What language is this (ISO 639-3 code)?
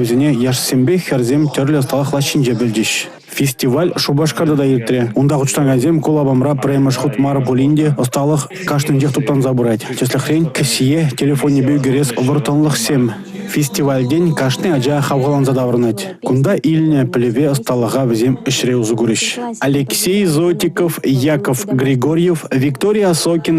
chv